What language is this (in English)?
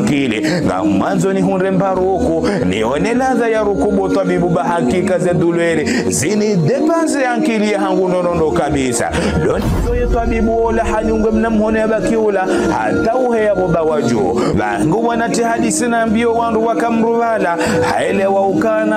Ngazidja Comorian